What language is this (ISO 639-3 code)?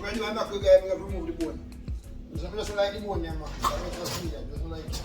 jam